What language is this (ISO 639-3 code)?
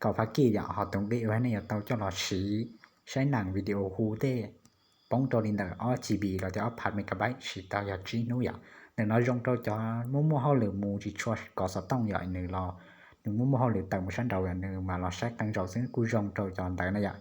hmn